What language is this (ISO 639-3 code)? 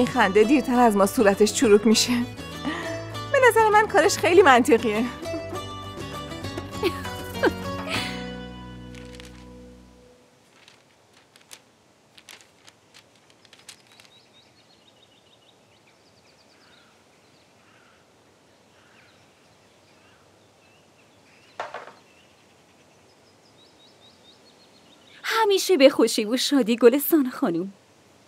fas